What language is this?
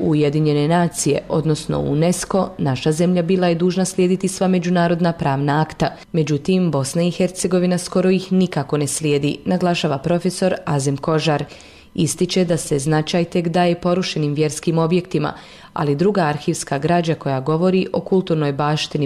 Bosnian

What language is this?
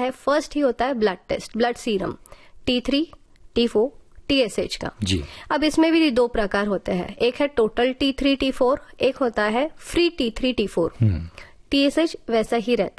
Hindi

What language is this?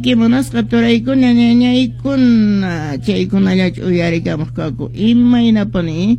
Quechua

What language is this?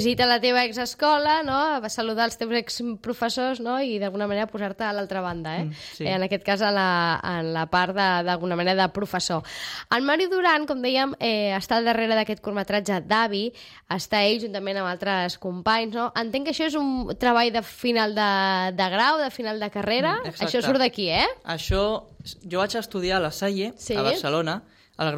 Catalan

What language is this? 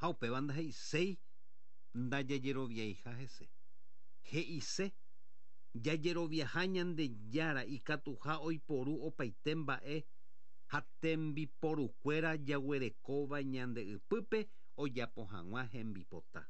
Guarani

